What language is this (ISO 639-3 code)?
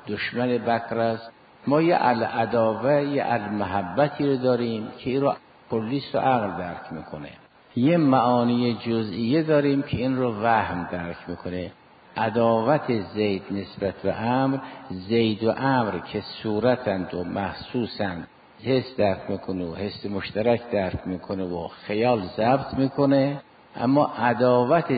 fas